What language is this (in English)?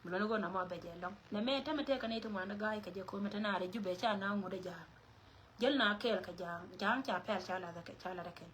Nuer